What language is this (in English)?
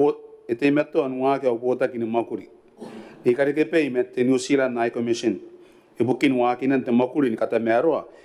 Gilbertese